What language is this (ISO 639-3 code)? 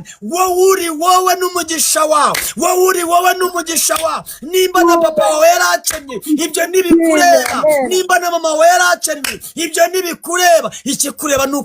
kin